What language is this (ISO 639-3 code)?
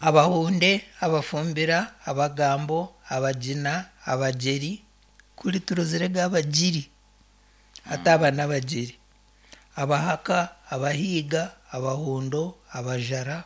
nyn